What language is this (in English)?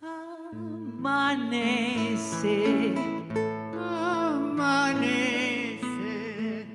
Ladino